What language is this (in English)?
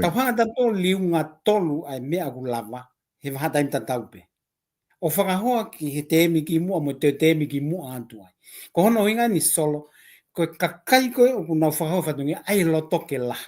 Tongan